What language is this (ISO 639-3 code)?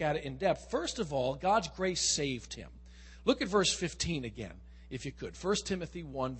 eng